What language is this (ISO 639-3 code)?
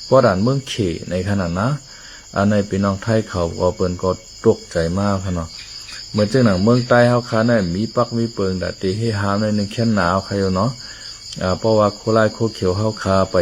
shn